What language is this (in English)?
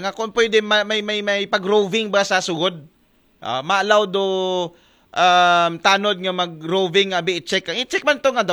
Aklanon